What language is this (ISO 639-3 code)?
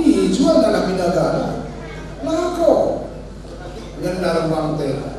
btx